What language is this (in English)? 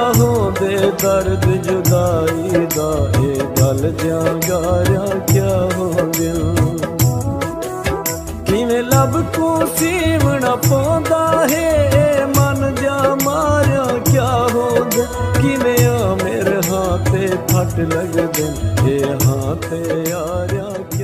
Punjabi